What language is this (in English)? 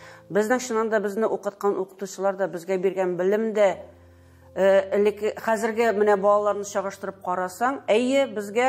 Tatar